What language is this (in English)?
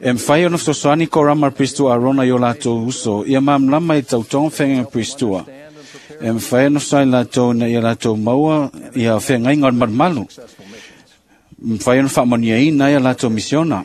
Samoan